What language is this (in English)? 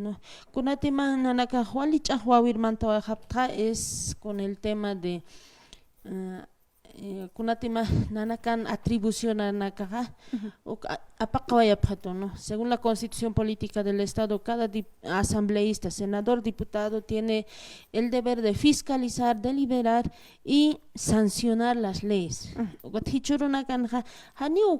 Aymara